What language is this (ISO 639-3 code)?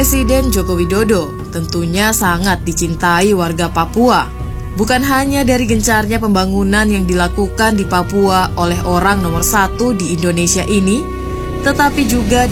ind